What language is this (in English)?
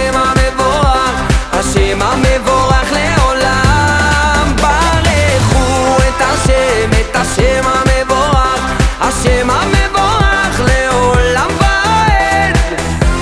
Hebrew